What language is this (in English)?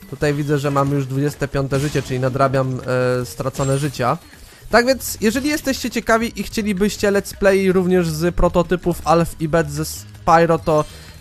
Polish